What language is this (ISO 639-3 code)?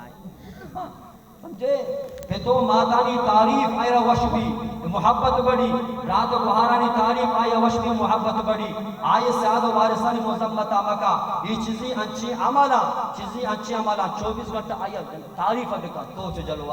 bal